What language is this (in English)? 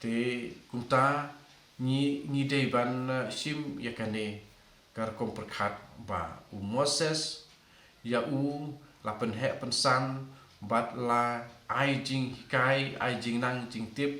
Khasi